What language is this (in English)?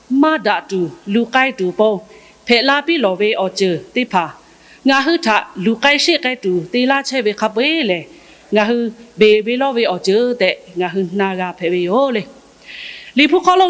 Lahu